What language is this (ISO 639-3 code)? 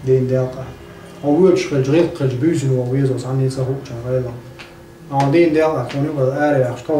che